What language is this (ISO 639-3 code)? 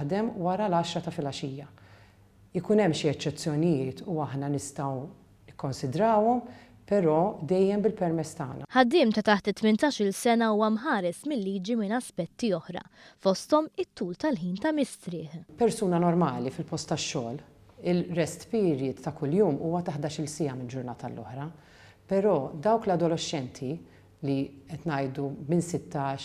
mlt